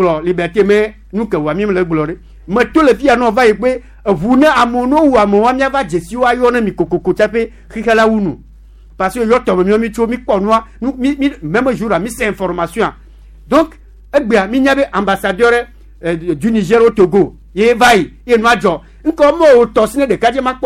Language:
Gen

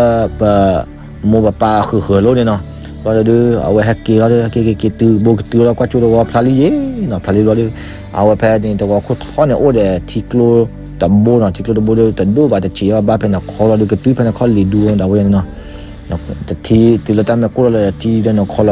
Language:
S'gaw Karen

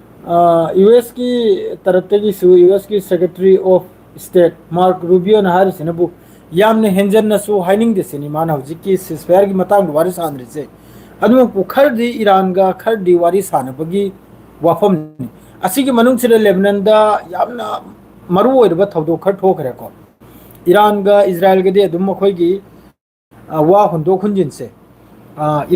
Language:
Manipuri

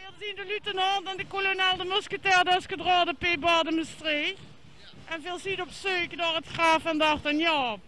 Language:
Limburgish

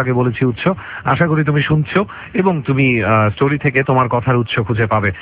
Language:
Bangla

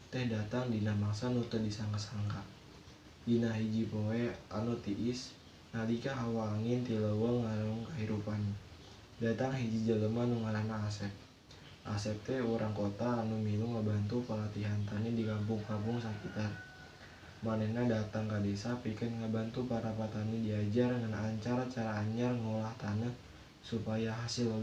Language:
Sundanese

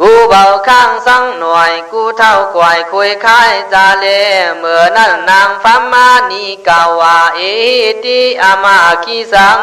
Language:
Khün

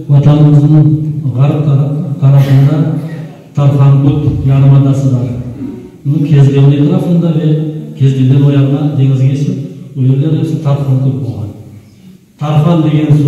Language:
Crimean Tatar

